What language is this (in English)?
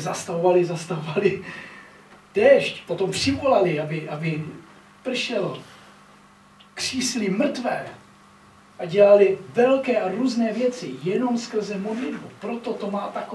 Czech